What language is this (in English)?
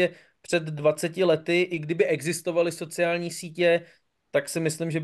Czech